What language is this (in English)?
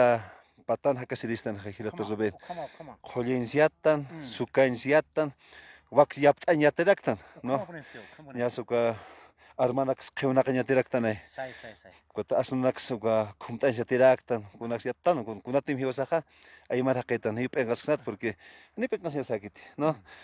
Aymara